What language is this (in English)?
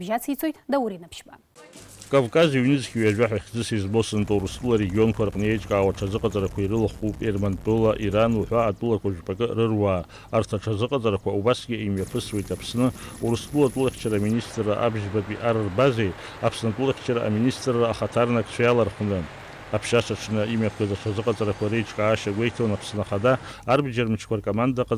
Abkhazian